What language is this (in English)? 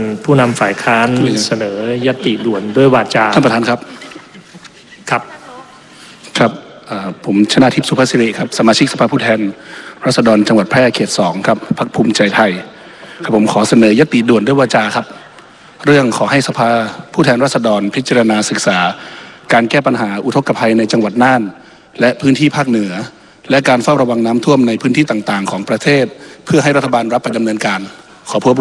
Thai